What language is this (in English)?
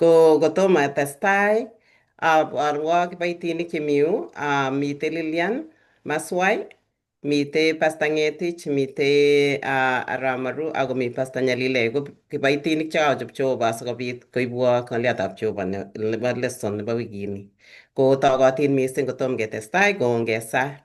Kalenjin